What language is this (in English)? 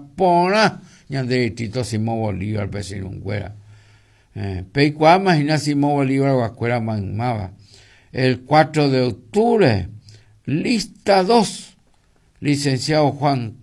Guarani